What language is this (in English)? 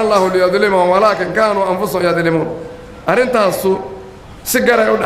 Somali